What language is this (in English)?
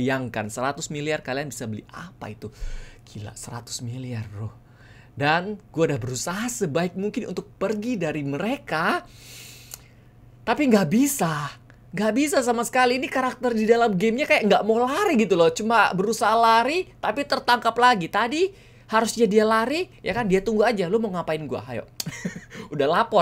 Indonesian